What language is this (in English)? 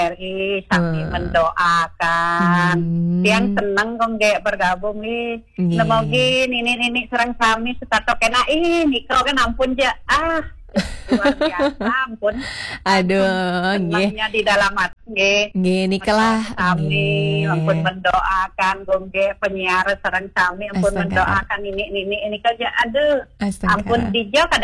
Balinese